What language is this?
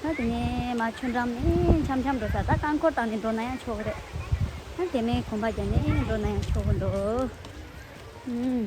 Tibetan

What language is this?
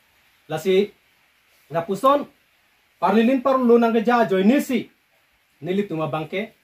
Karbi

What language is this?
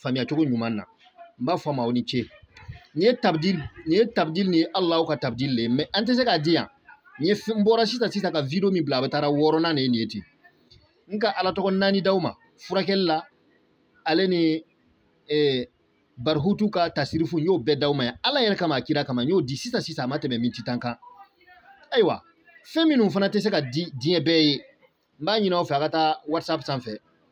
Bambara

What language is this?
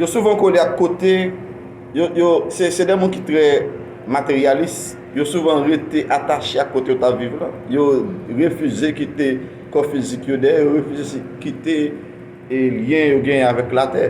Haitian Creole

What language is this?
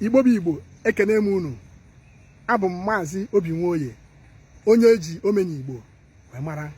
Igbo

